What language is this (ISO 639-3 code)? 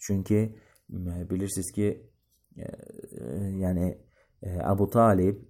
aze